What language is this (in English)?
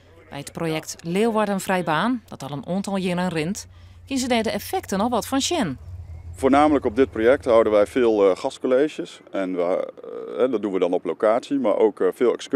Western Frisian